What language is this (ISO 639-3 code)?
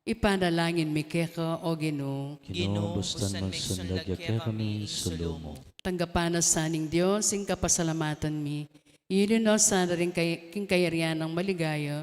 pam